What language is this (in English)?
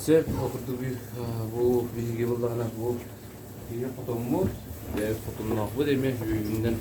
Yakut